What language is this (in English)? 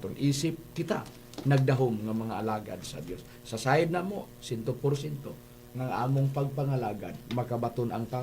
Cebuano